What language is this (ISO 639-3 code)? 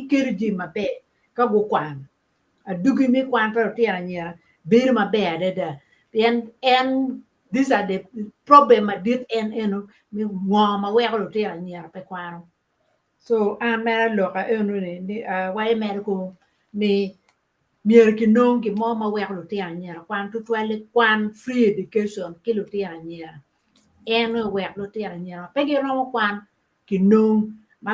ach